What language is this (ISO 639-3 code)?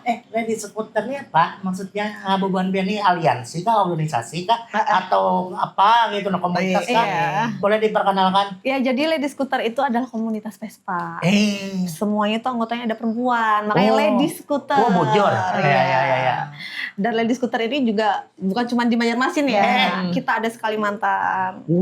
bjn